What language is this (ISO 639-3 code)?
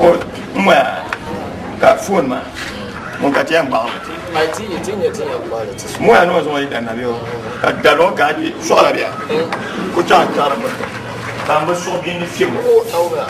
dag